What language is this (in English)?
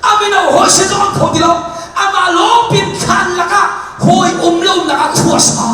Hakha Chin